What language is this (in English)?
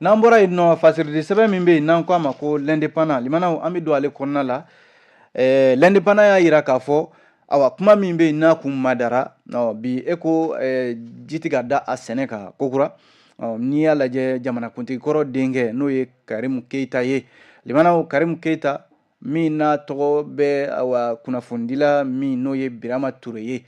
Bambara